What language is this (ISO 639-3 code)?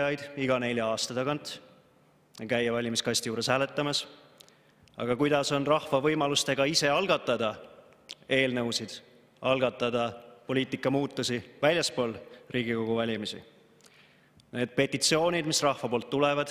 est